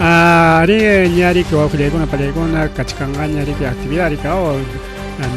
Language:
Ayacucho Quechua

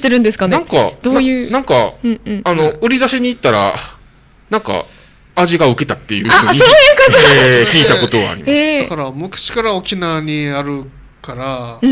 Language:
Japanese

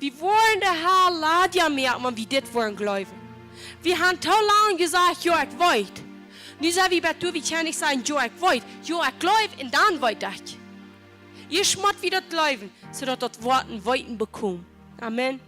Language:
Plautdietsch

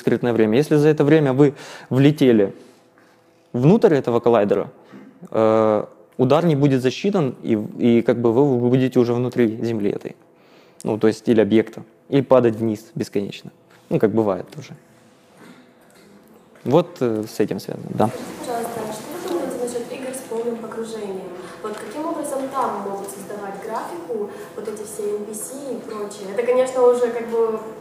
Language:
Russian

